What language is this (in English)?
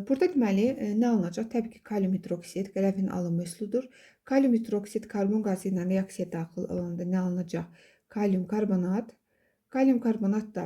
Azerbaijani